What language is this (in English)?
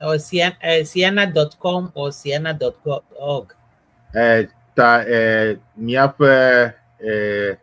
Ewe